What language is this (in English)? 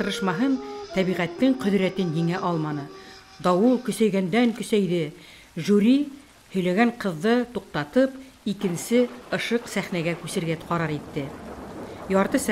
Bashkir